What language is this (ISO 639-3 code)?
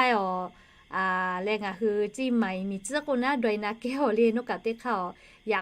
lhu